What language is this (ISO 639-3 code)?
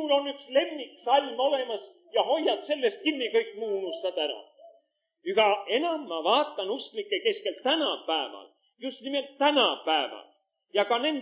est